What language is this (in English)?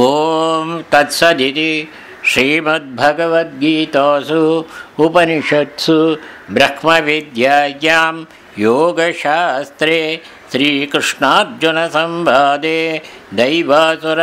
Sanskrit